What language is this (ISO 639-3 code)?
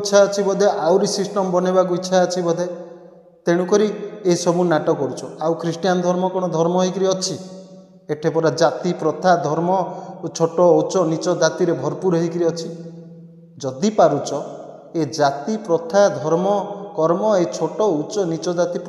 ori